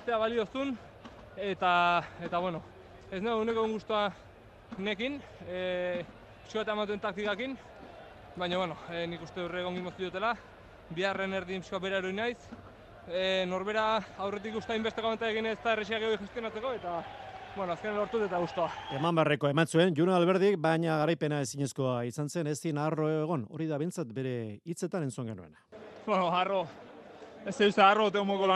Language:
Basque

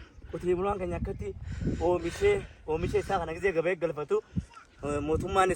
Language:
Oromo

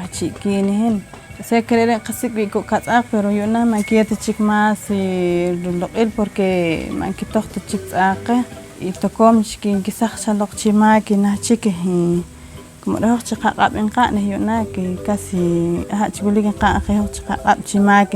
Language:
Poqomchi'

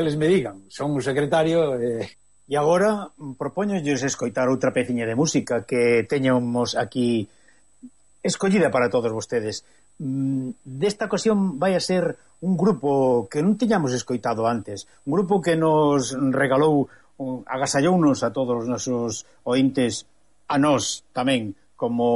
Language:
Galician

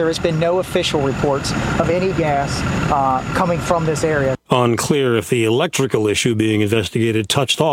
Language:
English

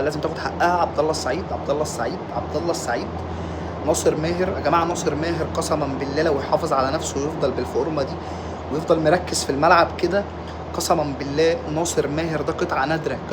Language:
Egyptian Arabic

